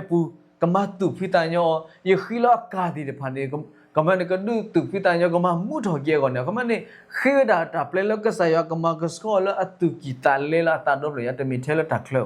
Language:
S'gaw Karen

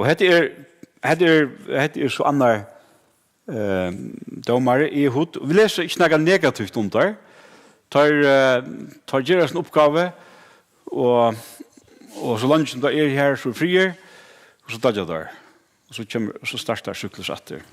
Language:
Faroese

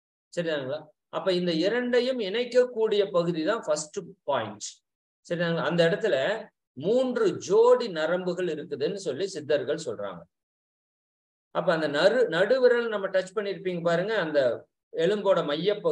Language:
Tamil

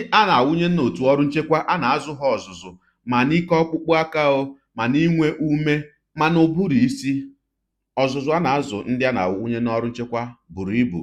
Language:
Igbo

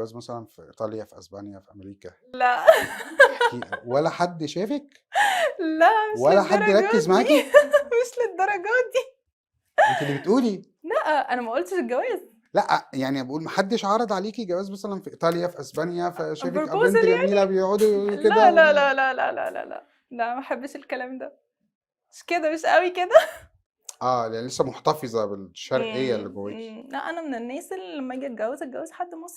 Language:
Egyptian Arabic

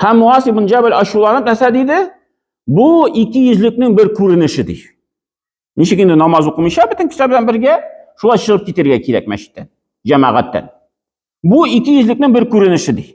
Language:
Tatar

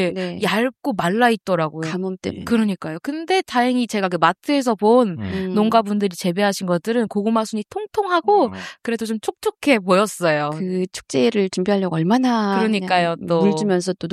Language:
Korean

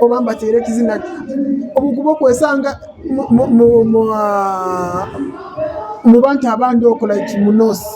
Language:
Nyoro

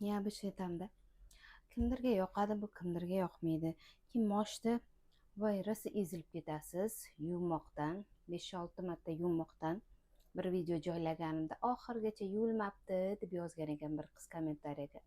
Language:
Uzbek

